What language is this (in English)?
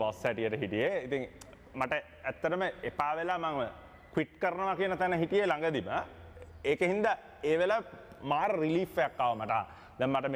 Sinhala